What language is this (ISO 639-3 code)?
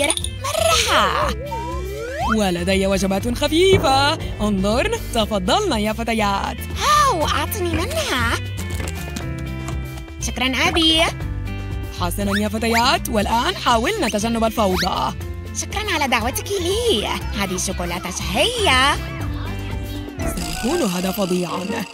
ara